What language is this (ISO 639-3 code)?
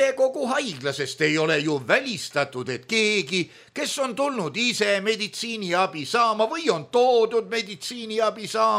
est